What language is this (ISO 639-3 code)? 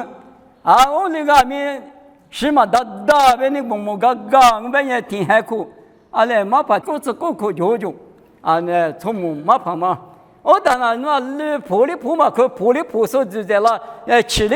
lis